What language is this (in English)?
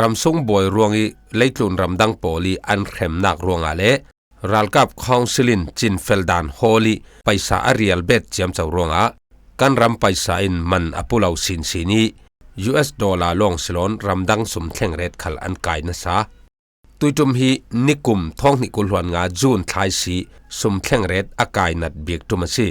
Falam Chin